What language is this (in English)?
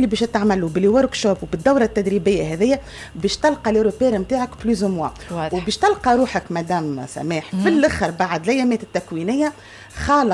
Tunisian Arabic